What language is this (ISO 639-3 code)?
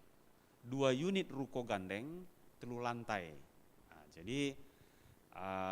btx